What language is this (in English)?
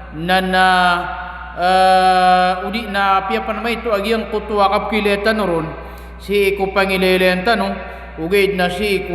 Maranao